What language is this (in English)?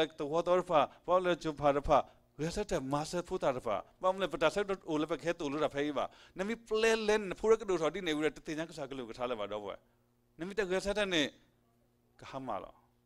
S'gaw Karen